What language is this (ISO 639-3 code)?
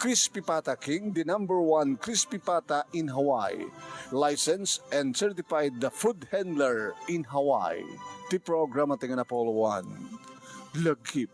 ilo